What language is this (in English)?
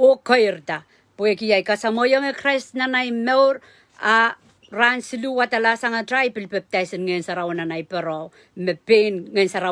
Pohnpeian